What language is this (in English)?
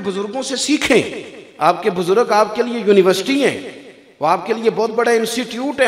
Hindi